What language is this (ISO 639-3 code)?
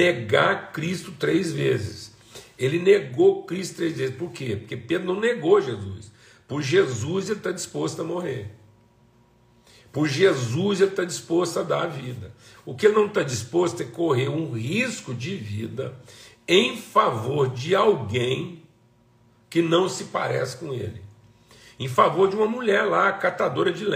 por